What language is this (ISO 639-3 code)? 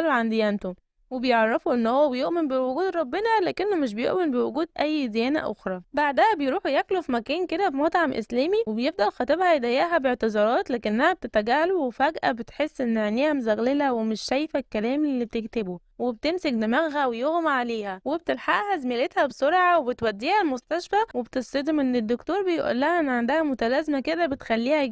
arz